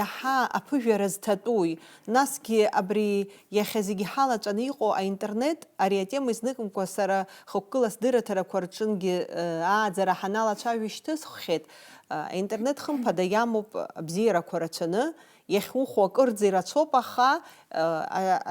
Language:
Abkhazian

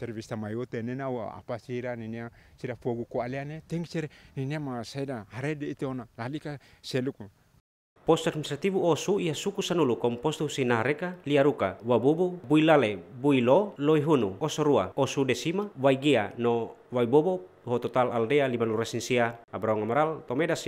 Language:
Tetum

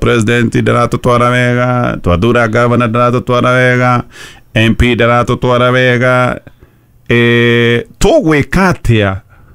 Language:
Kikuyu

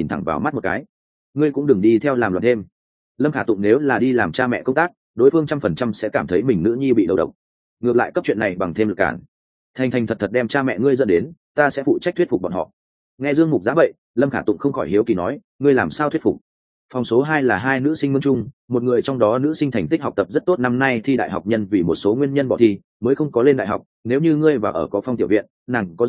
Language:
Vietnamese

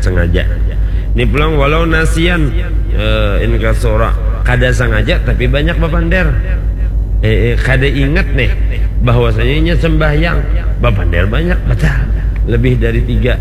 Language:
Banjar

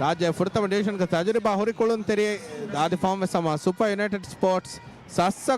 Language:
Divehi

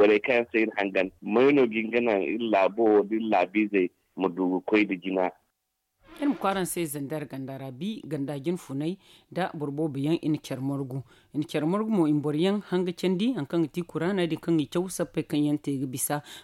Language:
Zarma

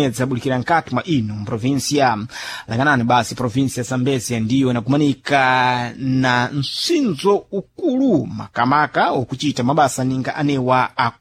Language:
Sena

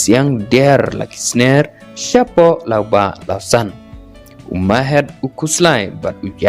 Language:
Khasi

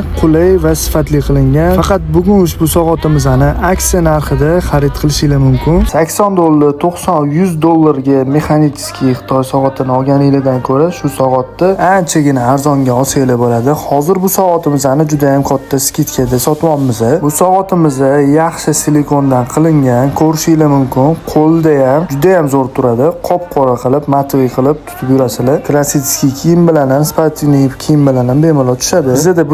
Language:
Uzbek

